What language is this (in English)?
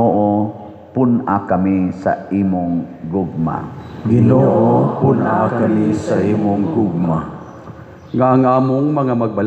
Cebuano